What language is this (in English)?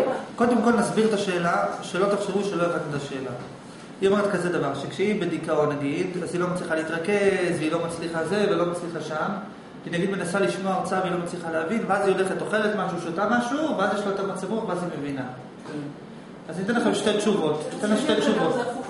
Hebrew